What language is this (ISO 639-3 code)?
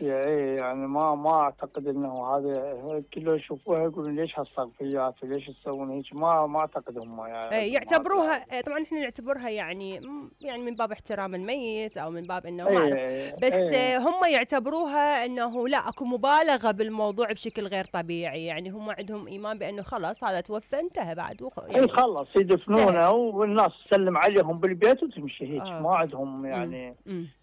acm